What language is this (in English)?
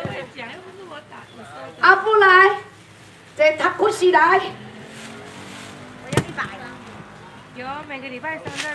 Min Nan Chinese